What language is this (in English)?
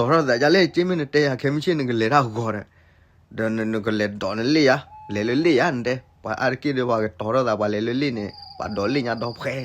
S'gaw Karen